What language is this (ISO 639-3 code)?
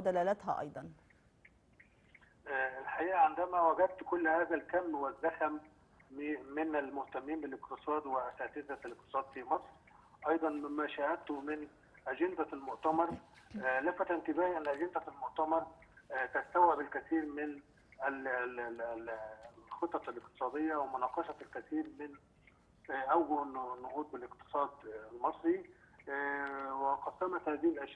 ara